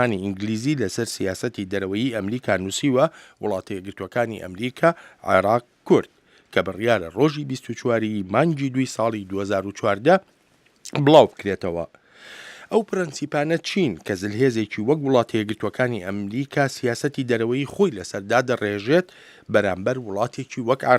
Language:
Central Kurdish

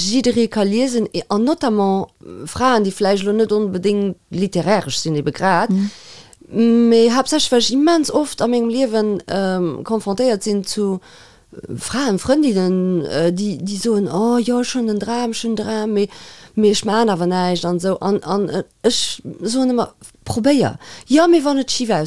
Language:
Luxembourgish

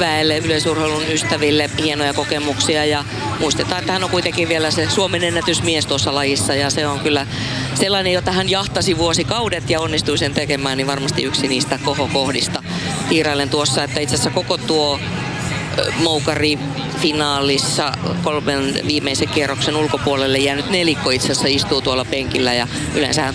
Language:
Finnish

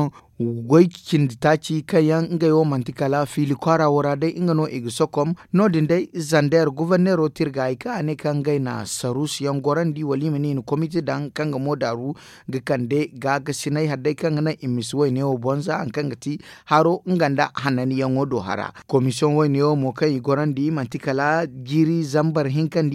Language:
Zarma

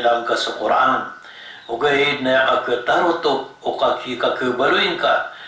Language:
Maranao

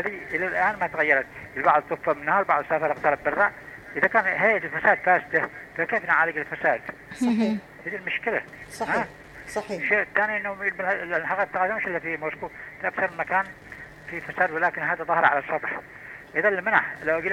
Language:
Arabic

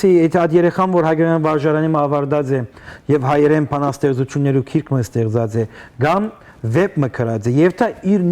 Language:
Western Armenian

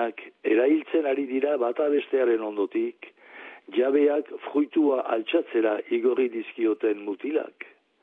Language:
Basque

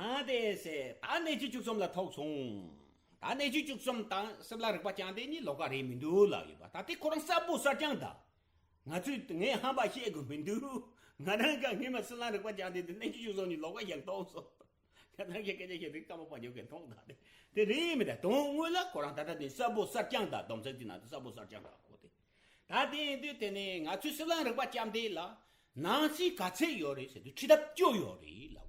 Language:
Tibetan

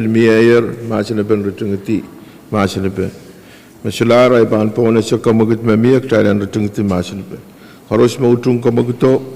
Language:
Pohnpeian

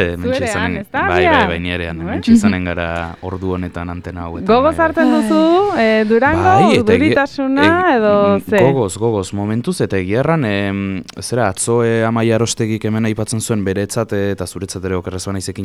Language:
Basque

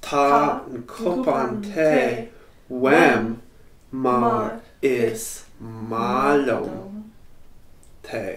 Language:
Irish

